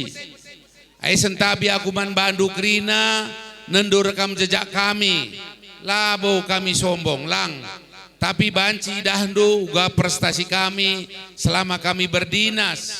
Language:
Batak Karo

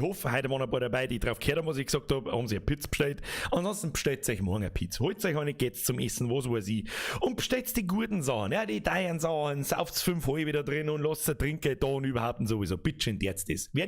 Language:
Bavarian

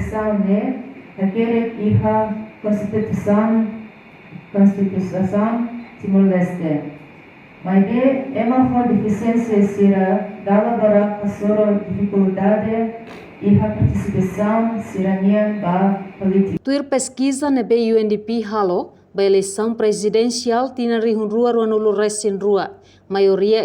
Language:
Tetum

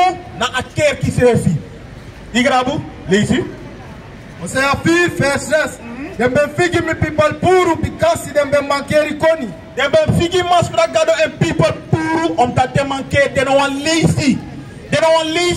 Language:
Sranan Tongo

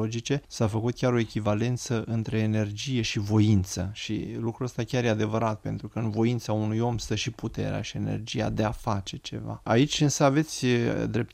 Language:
Romanian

